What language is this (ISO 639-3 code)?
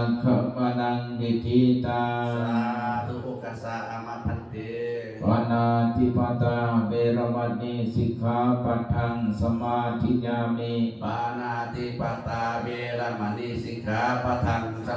pli